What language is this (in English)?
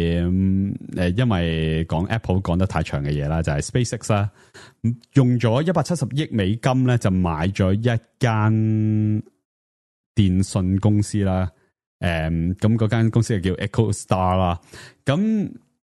Cantonese